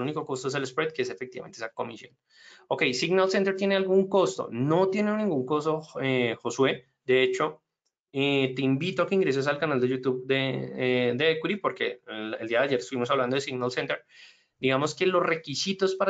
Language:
Spanish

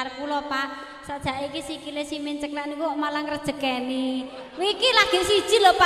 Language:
Javanese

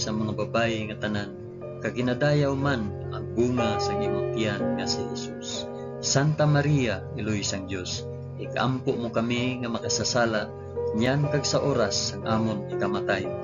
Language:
Hiligaynon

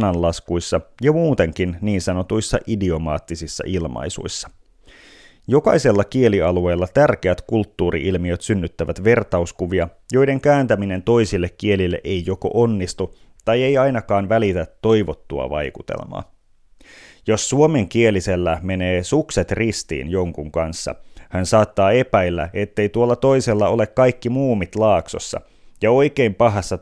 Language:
Finnish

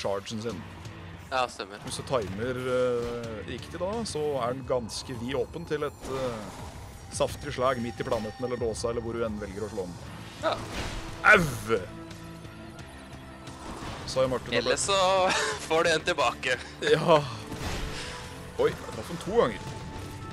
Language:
Norwegian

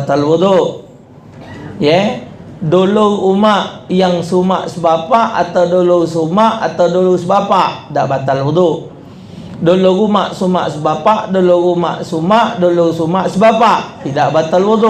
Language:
Musi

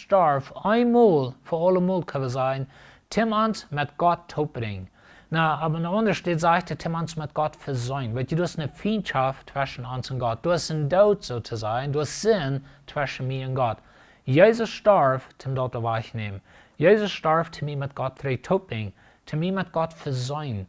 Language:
Plautdietsch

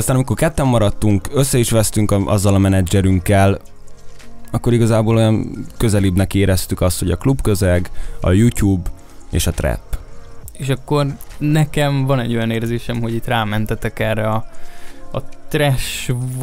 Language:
Hungarian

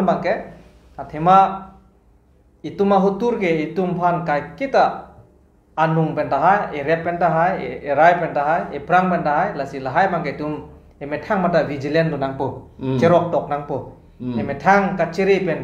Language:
Karbi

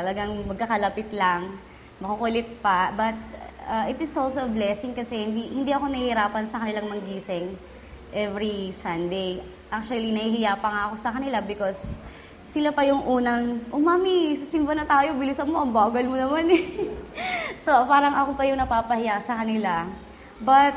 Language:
Filipino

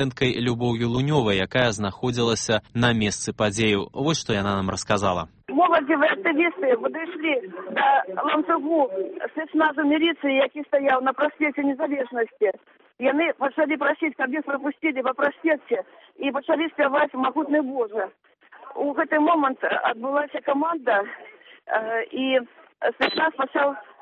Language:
Belarusian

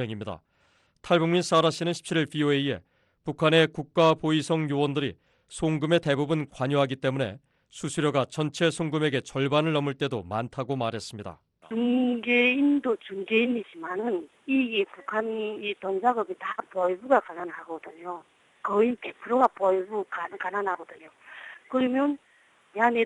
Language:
Korean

